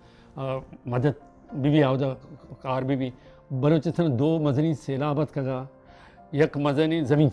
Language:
Baluchi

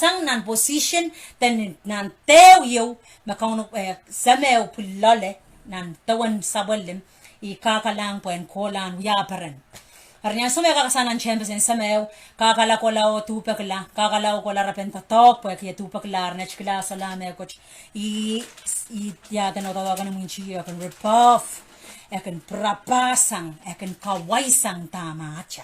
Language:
Pohnpeian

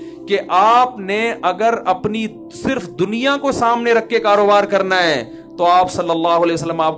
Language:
Urdu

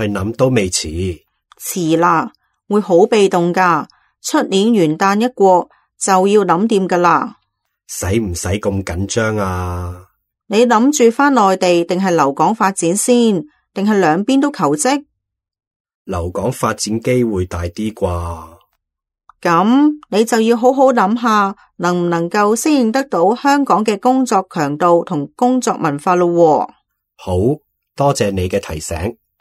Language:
Cantonese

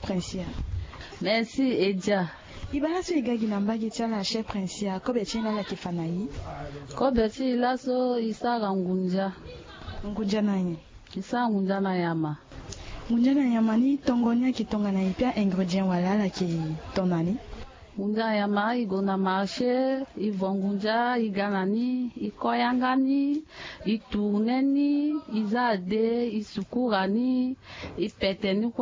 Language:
Sango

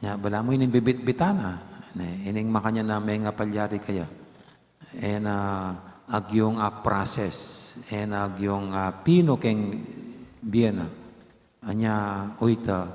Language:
Pampanga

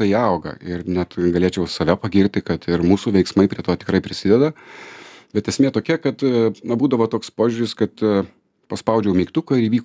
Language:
Lithuanian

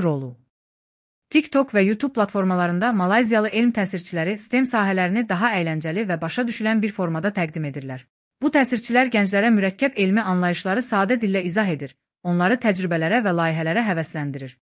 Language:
Azerbaijani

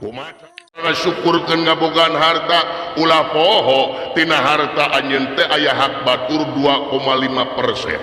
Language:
Sundanese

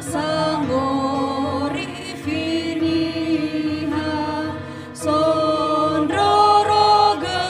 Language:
Nias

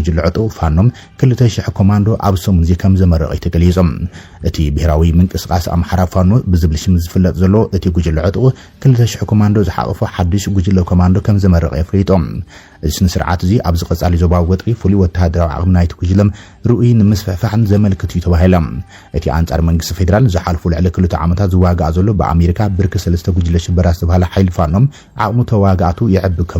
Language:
Tigrinya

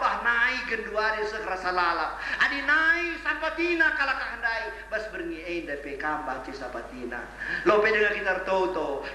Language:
Batak Karo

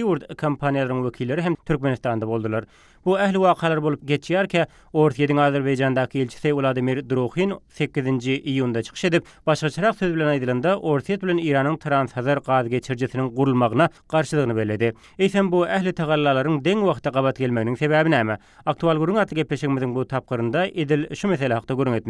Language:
Turkmen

